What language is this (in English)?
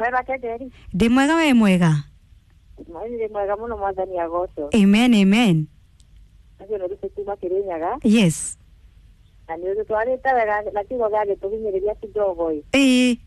Kikuyu